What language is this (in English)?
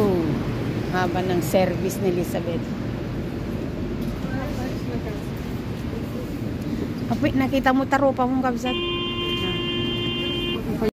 Filipino